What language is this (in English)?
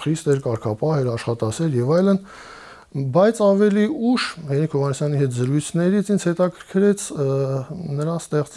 Armenian